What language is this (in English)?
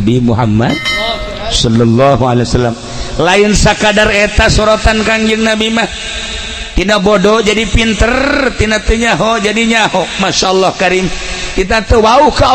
Sundanese